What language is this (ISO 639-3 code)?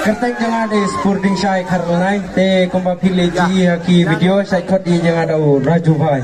kha